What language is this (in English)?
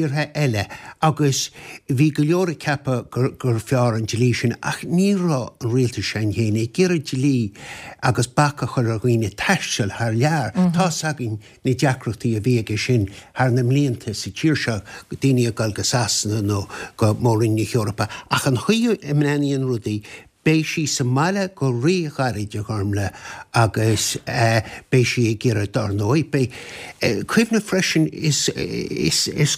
Irish